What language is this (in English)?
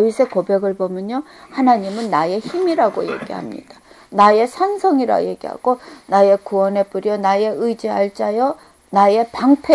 Korean